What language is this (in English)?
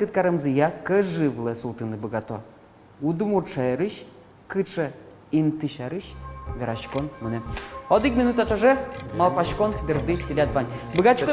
Udmurt